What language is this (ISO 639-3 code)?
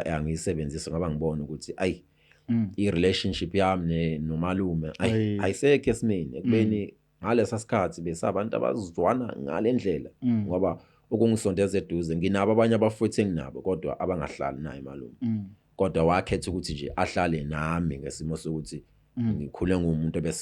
zul